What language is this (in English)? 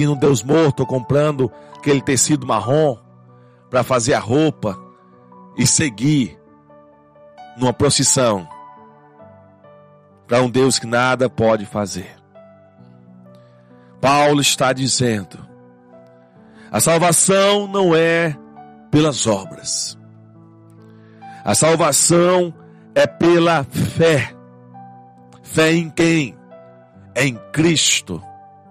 Portuguese